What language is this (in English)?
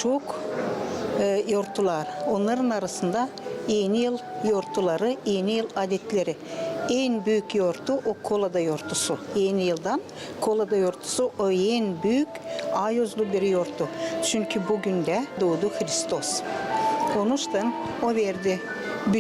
Gagauz